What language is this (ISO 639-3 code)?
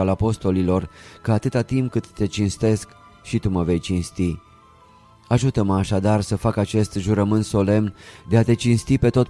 ron